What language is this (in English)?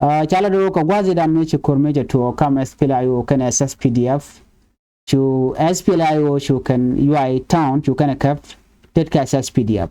Nuer